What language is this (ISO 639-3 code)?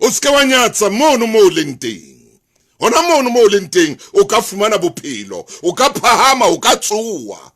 sot